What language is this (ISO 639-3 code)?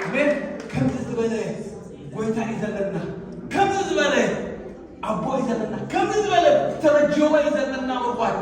tir